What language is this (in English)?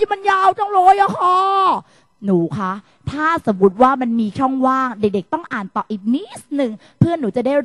Thai